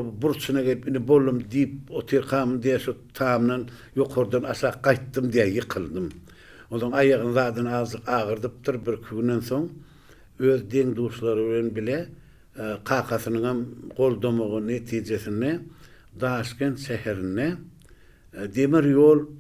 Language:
Turkmen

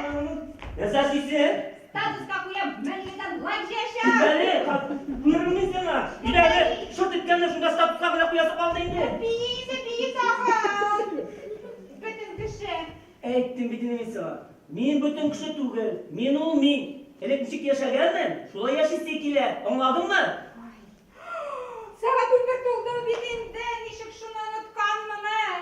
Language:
Tatar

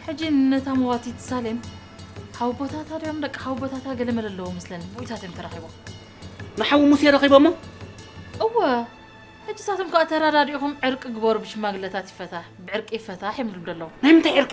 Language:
Tigrinya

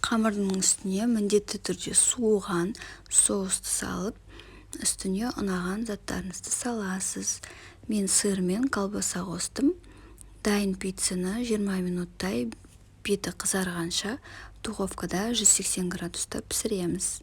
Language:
Kazakh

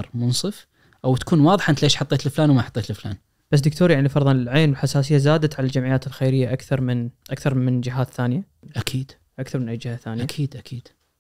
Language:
Najdi Arabic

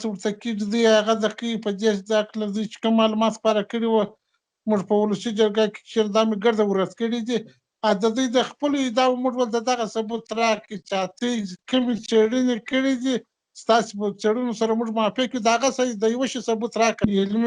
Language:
Pashto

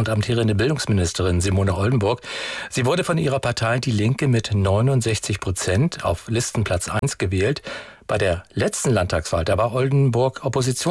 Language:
German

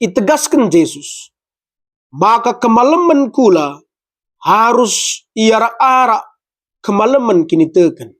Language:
Batak Karo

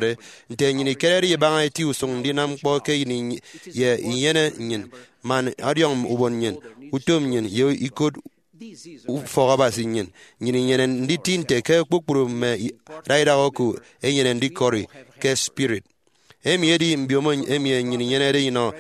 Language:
Efik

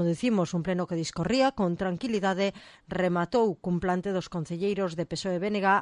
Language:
Galician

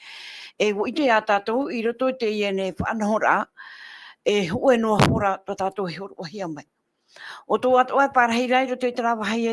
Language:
Tahitian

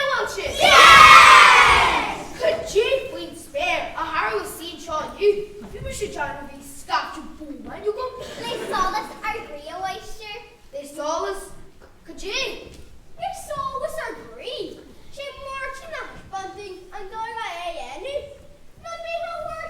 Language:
Irish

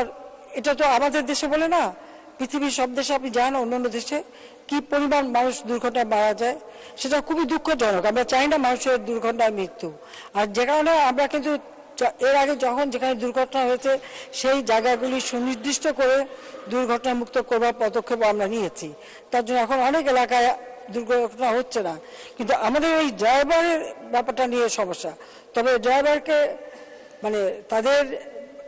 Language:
Bangla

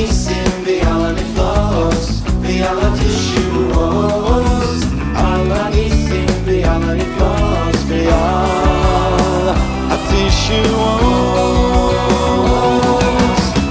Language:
Hebrew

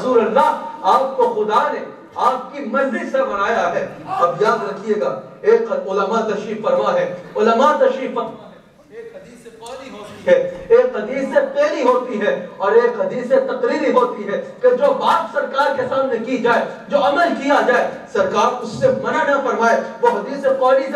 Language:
Urdu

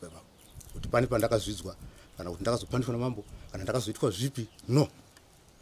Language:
Shona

